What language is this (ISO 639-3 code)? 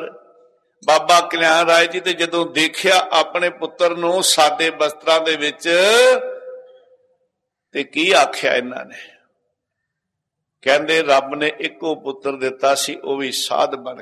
pan